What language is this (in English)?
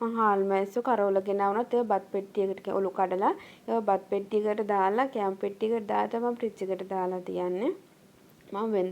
Sinhala